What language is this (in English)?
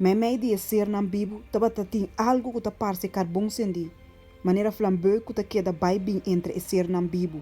Papiamento